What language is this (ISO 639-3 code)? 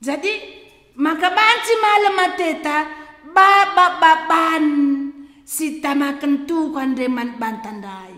btx